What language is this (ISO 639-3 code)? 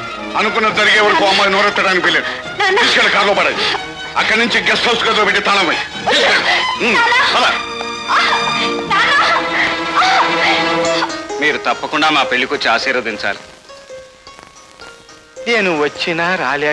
tel